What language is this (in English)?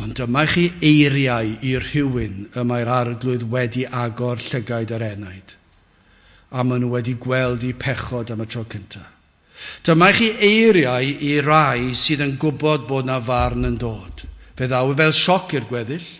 Welsh